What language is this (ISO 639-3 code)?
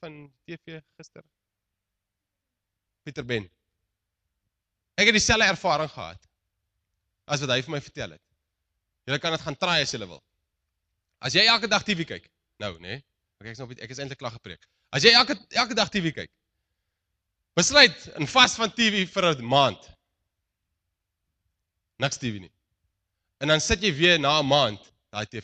afr